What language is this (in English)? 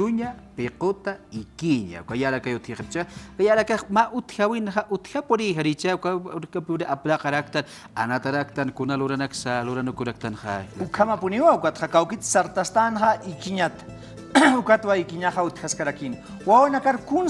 Aymara